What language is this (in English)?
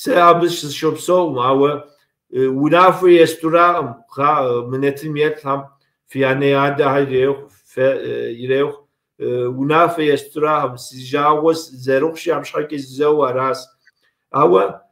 Kabardian